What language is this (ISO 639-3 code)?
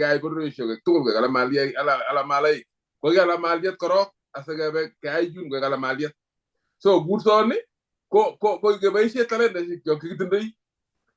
kln